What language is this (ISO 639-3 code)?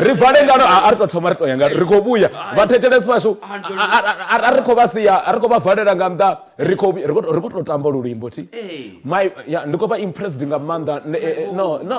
ven